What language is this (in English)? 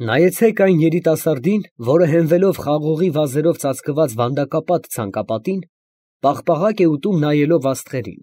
Armenian